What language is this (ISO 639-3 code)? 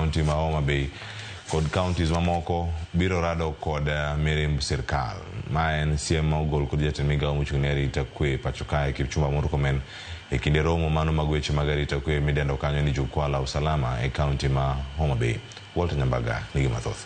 luo